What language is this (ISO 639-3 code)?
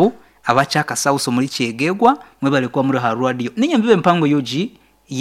nyn